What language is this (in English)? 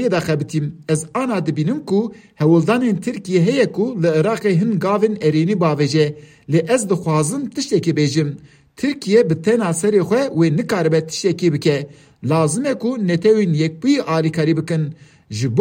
Kurdish